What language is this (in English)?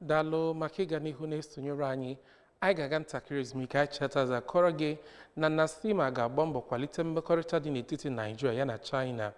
Igbo